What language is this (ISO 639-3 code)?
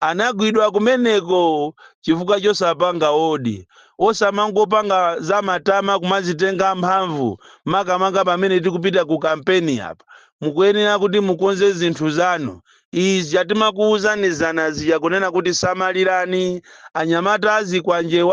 nya